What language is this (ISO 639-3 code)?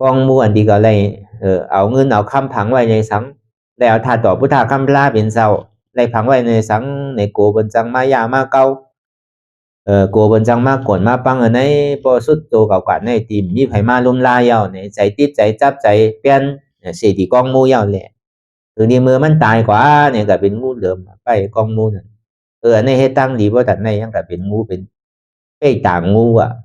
shn